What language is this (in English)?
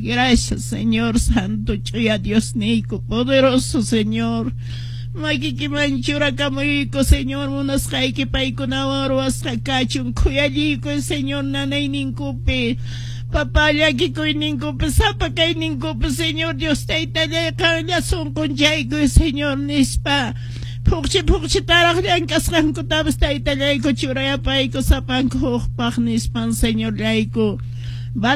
Quechua